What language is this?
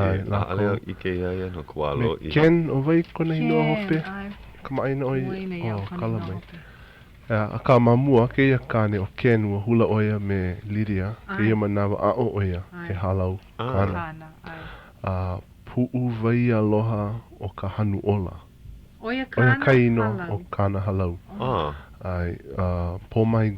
Hawaiian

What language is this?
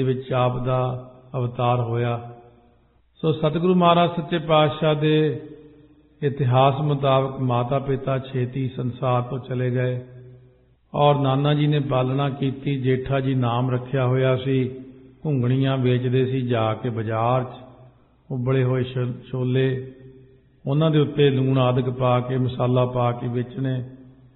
Punjabi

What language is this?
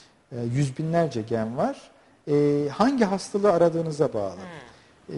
Turkish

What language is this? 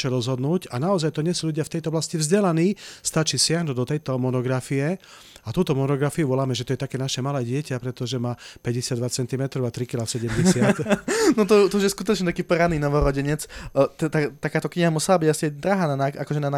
Slovak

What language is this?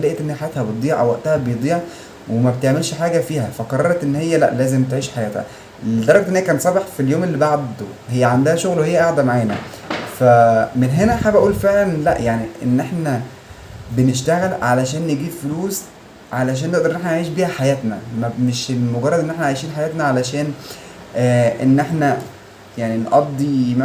Egyptian Arabic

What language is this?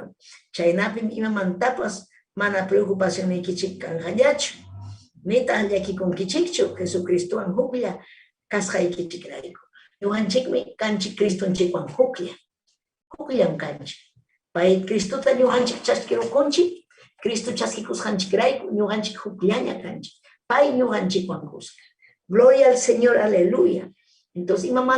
Ayacucho Quechua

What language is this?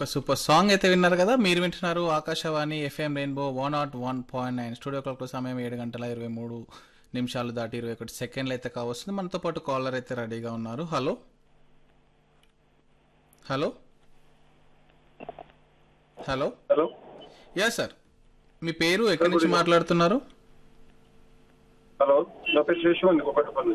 Telugu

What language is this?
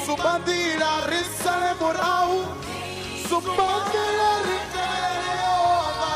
Venda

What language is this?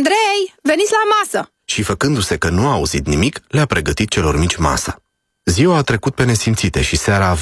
Romanian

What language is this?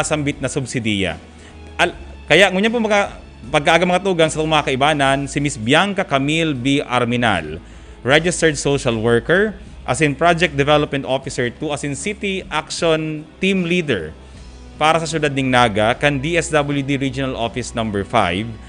Bikol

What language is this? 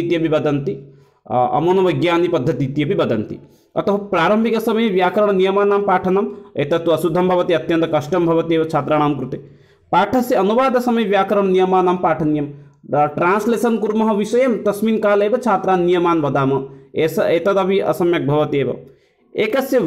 Sanskrit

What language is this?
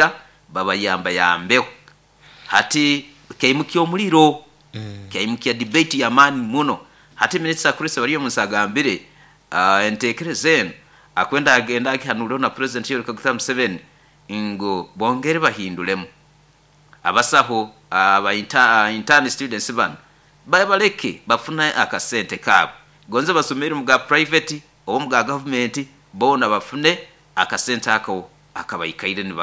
Nyoro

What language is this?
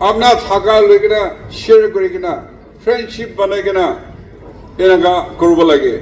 Naga Pidgin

